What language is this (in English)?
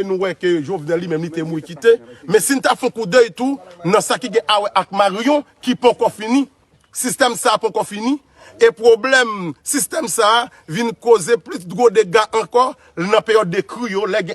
Haitian Creole